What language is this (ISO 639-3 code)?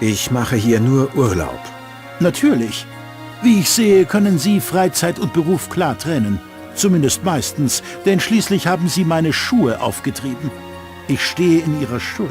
bar